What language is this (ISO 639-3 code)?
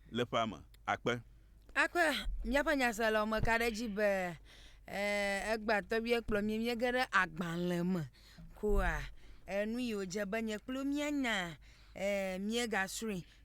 ewe